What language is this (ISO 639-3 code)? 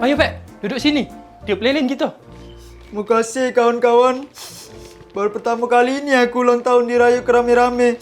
mui